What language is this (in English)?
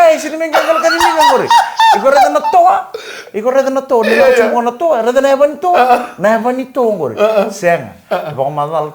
Fijian